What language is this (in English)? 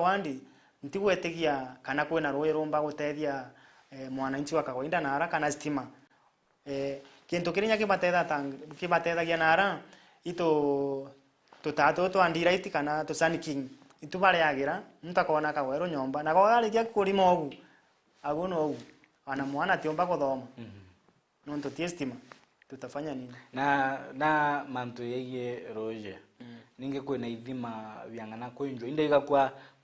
Meru